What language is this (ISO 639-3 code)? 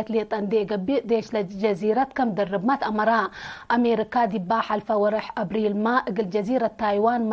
tig